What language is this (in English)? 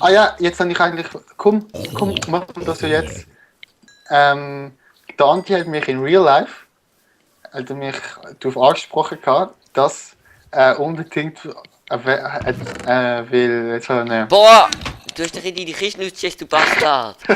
Swiss German